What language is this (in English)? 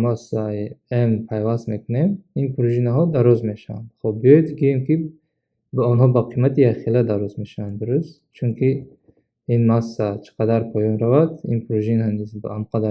Tajik